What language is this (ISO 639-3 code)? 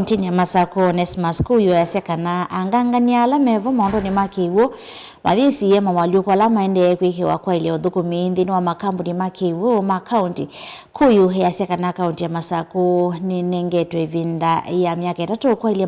kam